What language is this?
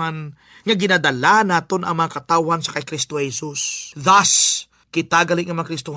Hiligaynon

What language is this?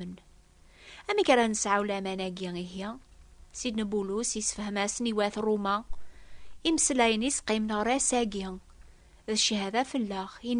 Kabyle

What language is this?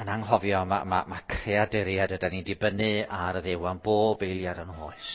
Welsh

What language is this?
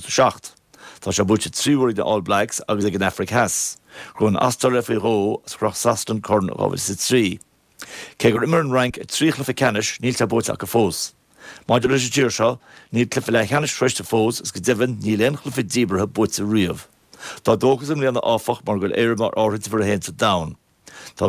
Irish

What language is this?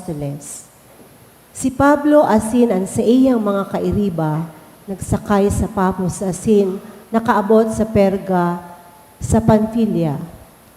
Bikol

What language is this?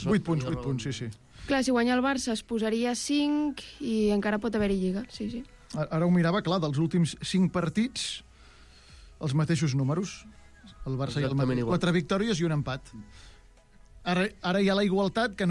Catalan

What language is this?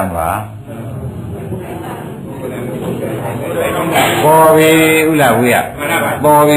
Burmese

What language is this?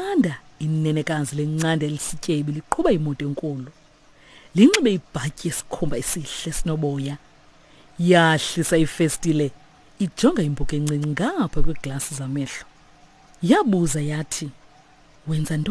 Xhosa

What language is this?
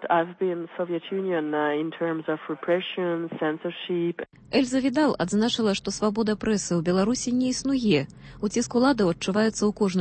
Belarusian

